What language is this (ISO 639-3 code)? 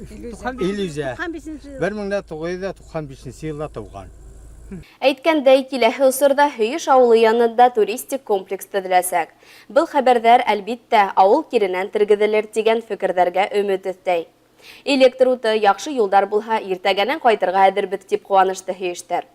bak